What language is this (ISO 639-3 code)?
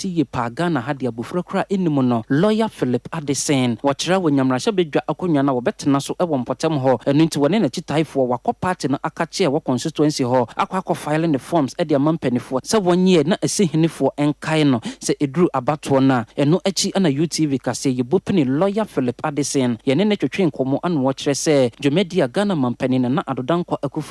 aka